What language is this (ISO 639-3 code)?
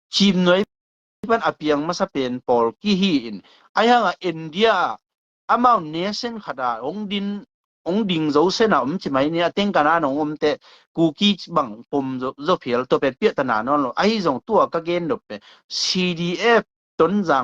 ctd